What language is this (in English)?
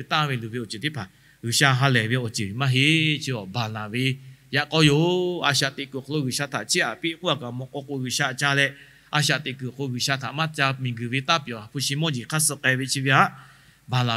Lahu